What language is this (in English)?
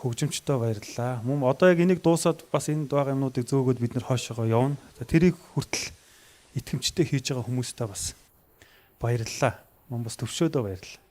Mongolian